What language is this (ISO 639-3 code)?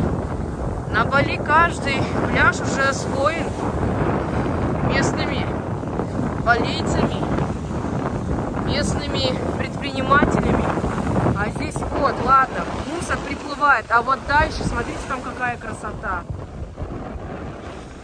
rus